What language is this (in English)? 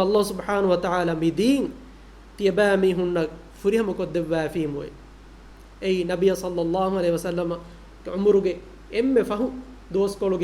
Divehi